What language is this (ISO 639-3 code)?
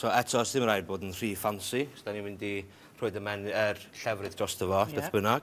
cym